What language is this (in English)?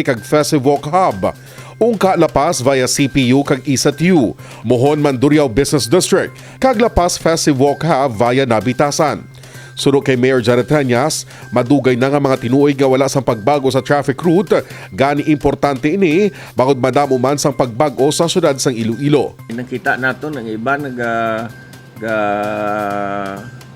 Hiligaynon